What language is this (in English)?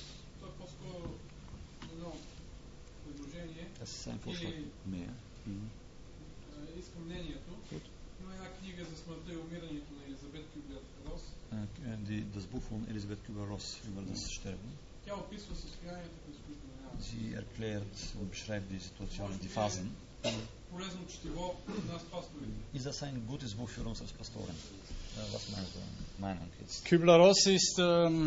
Bulgarian